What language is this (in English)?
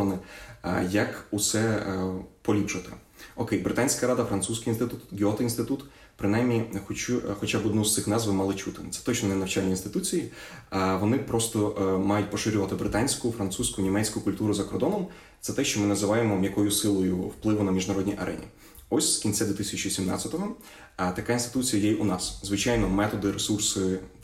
Ukrainian